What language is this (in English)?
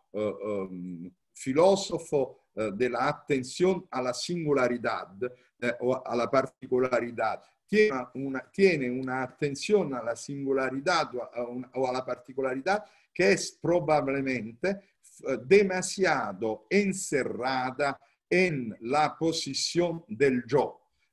Spanish